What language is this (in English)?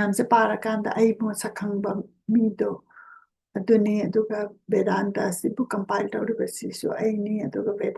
Manipuri